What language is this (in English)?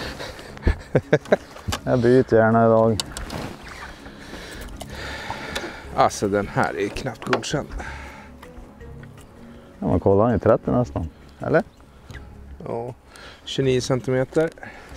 Swedish